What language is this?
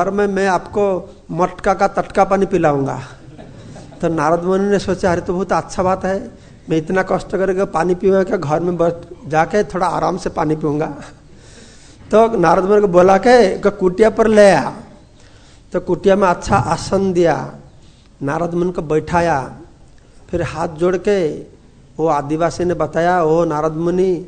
Hindi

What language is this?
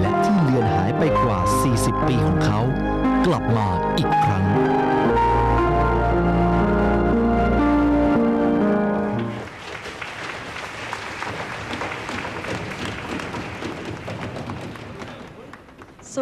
Thai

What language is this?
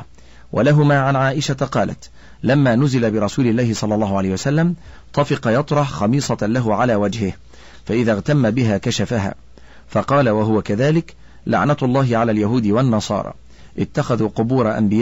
Arabic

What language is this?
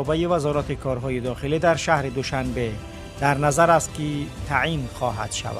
Tajik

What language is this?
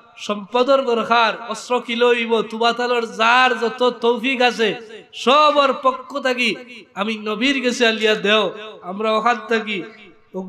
Sylheti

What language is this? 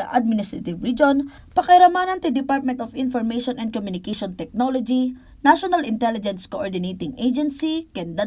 Iloko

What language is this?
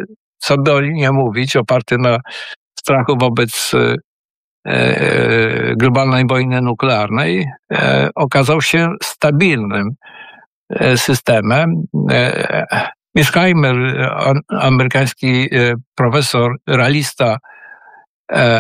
Polish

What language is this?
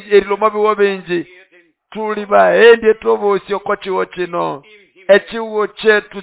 Nande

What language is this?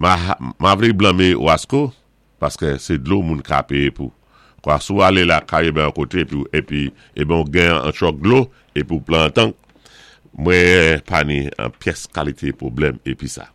Saint Lucian Creole French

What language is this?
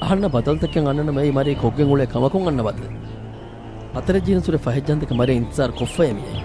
Divehi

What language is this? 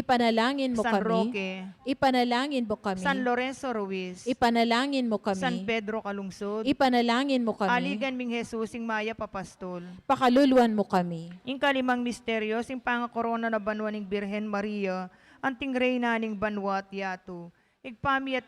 Pampanga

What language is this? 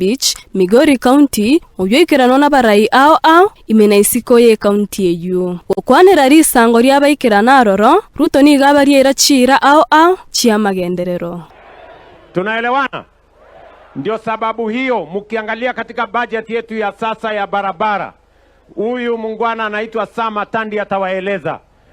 Gusii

